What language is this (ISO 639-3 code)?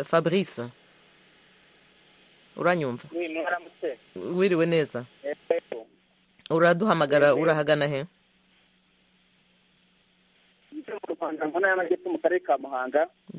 kin